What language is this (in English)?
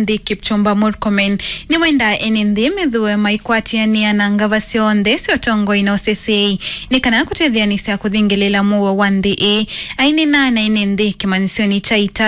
Kamba